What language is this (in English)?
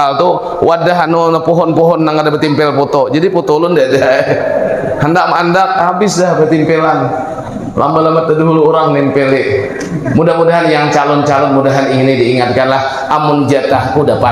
Banjar